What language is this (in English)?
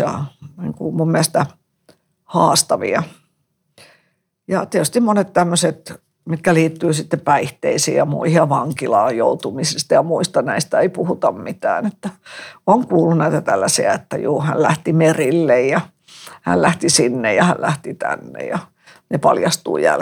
Finnish